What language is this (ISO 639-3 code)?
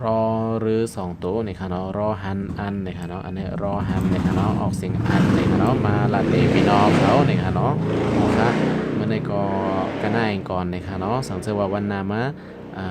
shn